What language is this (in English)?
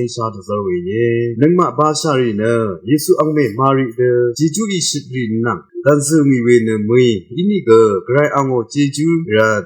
Rawang